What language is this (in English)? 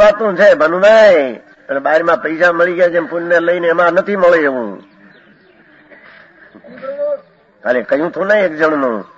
Gujarati